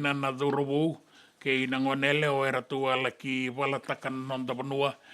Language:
Fijian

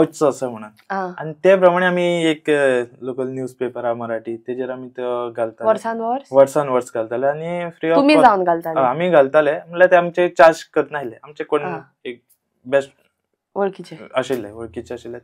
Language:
Konkani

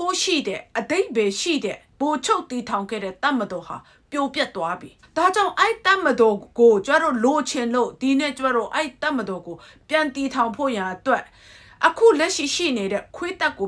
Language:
Burmese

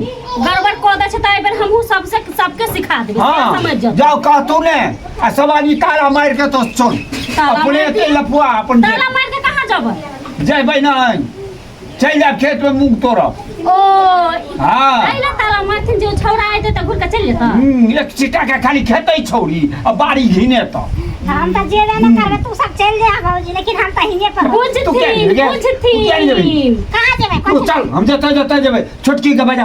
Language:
Maithili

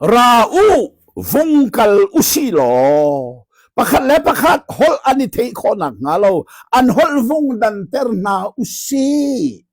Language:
Hakha Chin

